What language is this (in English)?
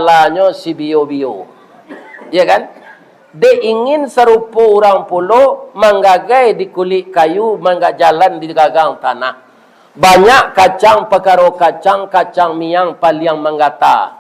Minangkabau